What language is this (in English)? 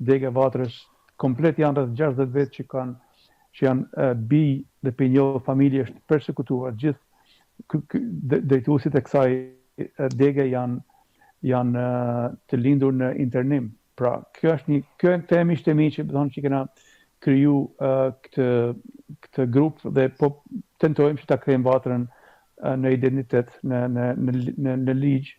Albanian